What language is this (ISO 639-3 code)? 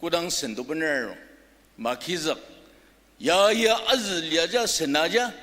njo